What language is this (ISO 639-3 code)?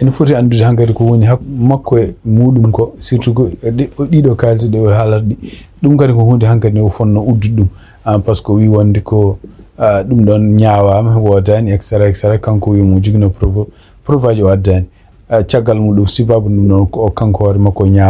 ful